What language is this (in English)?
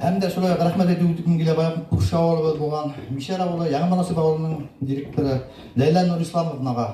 Bashkir